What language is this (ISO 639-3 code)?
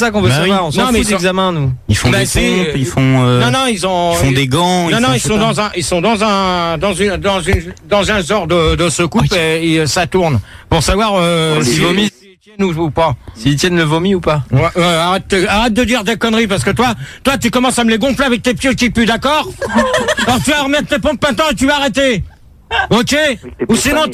fra